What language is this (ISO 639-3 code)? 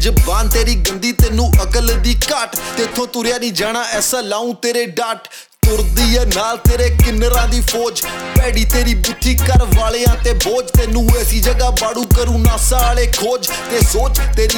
pan